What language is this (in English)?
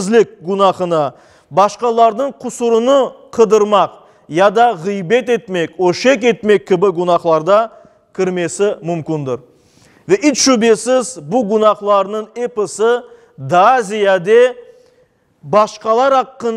Crimean Tatar